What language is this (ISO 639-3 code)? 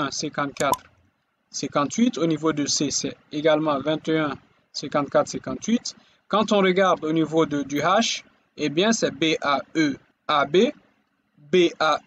fra